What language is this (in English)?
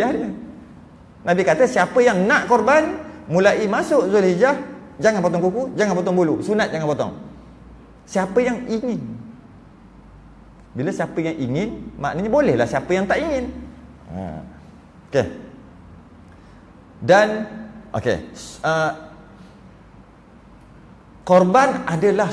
Malay